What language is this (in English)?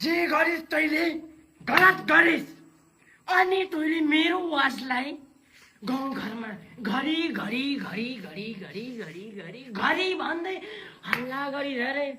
Nepali